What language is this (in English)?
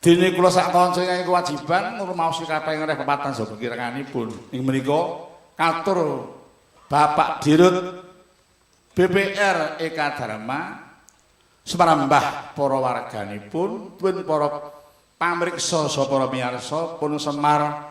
Javanese